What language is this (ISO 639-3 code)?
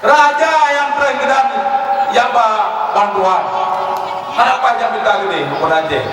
ace